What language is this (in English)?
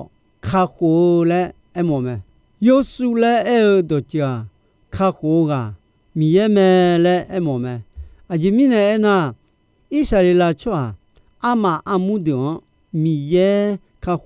Akha